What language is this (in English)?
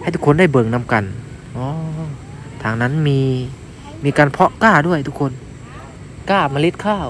Northeastern Thai